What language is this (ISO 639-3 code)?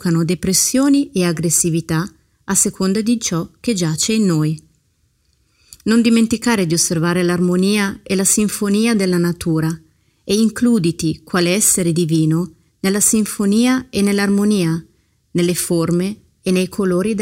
ita